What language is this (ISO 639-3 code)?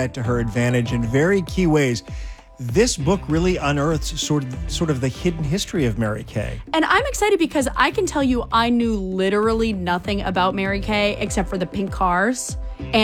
eng